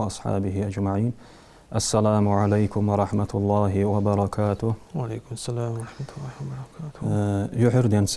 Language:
Ingush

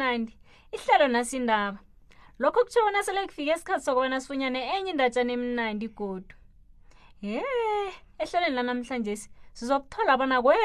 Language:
South Ndebele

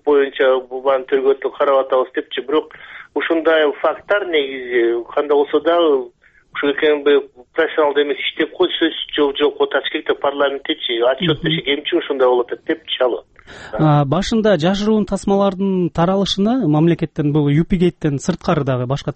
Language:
Kyrgyz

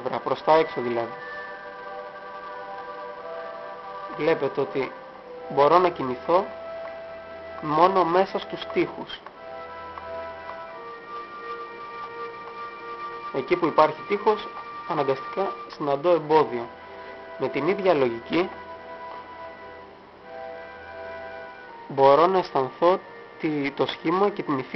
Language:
Greek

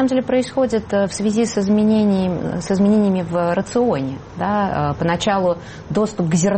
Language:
Russian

